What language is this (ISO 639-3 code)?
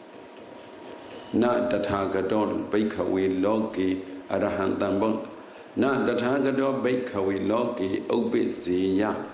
mya